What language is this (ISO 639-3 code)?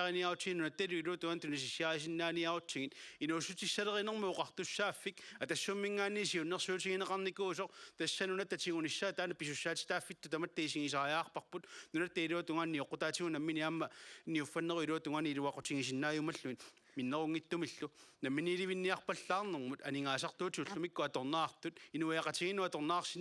kal